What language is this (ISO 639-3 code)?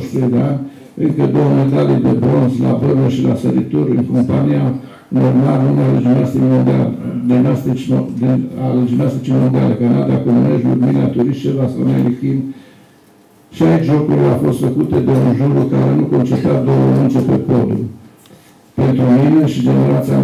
ron